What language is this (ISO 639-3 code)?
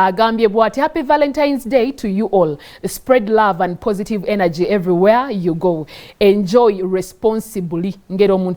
lug